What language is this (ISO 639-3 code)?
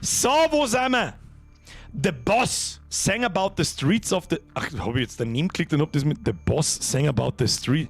bar